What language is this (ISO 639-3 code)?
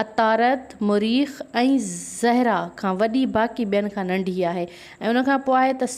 snd